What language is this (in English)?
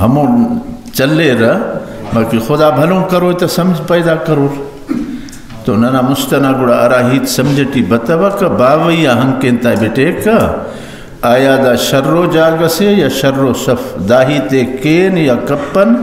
Brahui